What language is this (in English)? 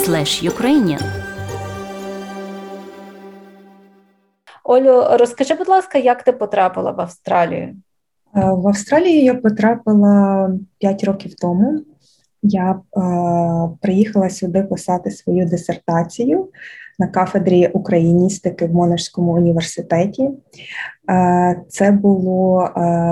Ukrainian